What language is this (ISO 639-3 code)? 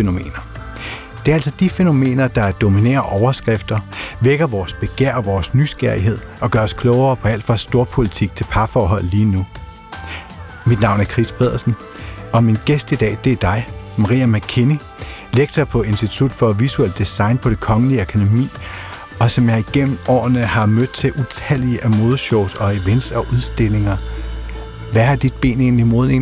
dan